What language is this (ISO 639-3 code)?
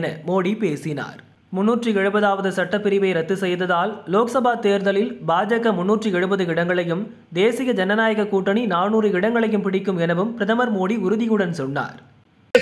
tam